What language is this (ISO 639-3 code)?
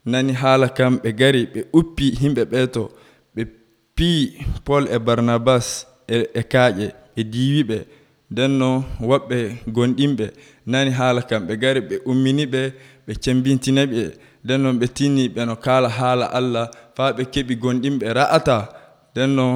fuv